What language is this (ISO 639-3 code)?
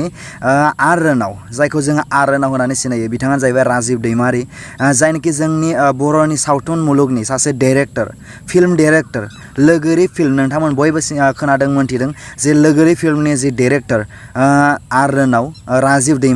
brx